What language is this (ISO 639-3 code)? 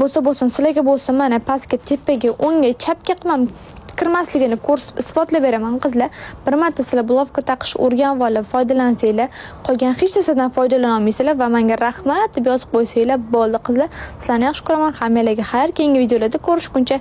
uzb